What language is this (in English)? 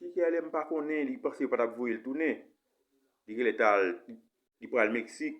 Haitian Creole